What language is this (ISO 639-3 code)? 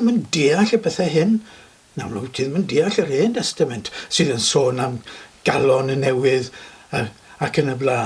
cym